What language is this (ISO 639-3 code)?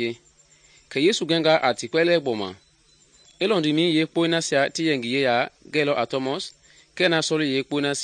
men